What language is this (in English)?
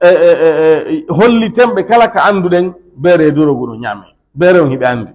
Pular